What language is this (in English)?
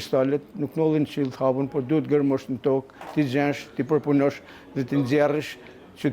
Albanian